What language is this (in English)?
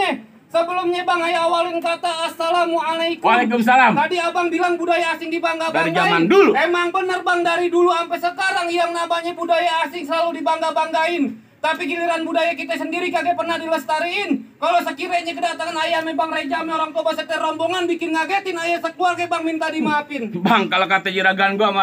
Betawi